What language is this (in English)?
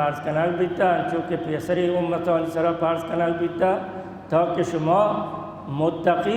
Baluchi